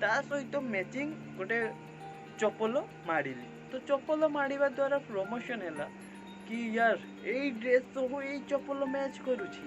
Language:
Odia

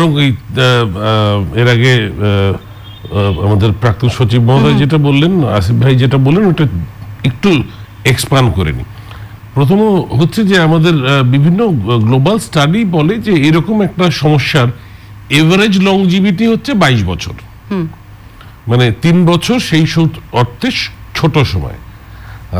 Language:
Bangla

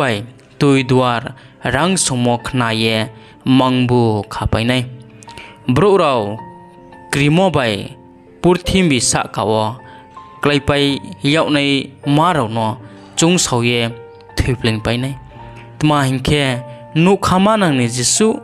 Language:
Riang (India)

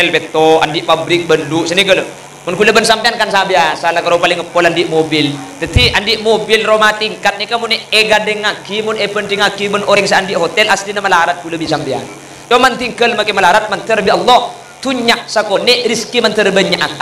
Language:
Madurese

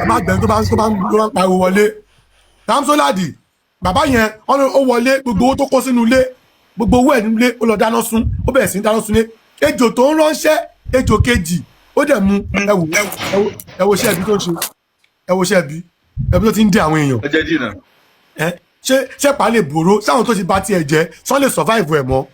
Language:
Yoruba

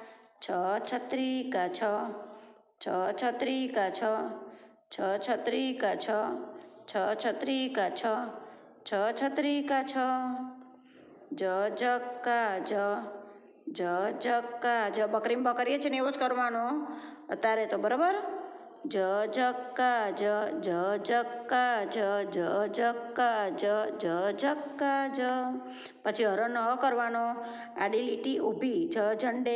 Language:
Gujarati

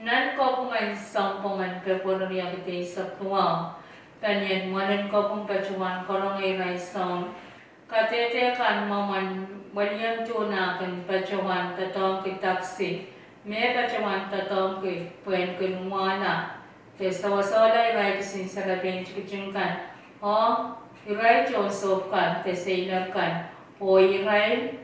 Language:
Pohnpeian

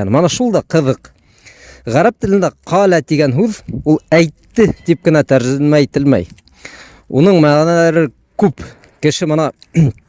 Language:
Bashkir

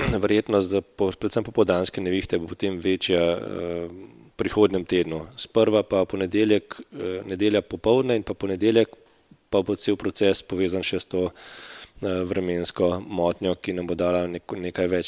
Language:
Slovenian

